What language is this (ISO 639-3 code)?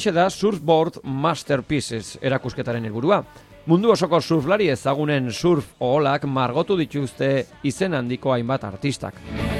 eus